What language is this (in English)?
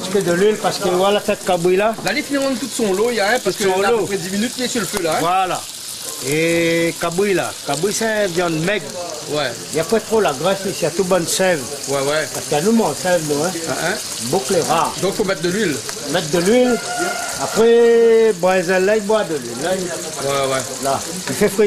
Réunion Creole French